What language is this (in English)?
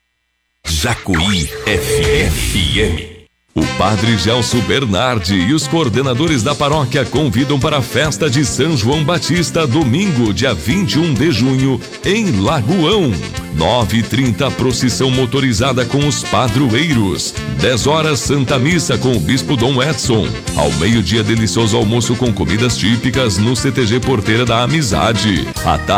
Portuguese